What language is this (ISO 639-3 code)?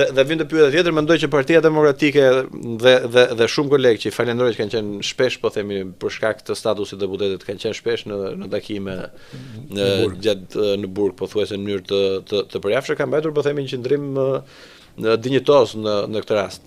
sqi